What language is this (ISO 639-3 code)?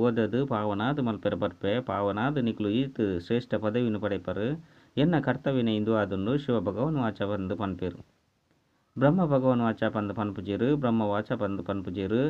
tcy